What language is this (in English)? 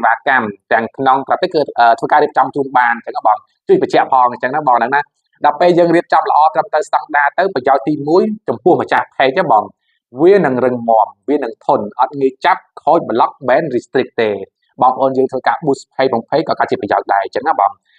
Khmer